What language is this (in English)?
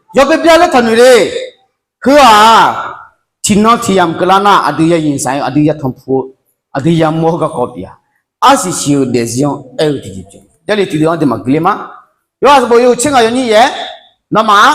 Akha